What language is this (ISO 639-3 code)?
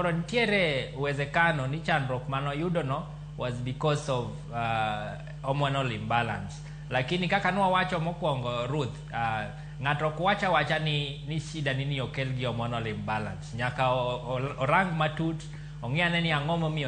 luo